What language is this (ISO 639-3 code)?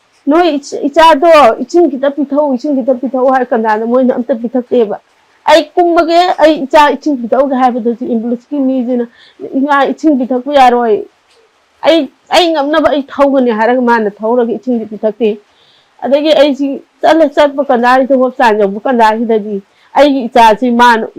mni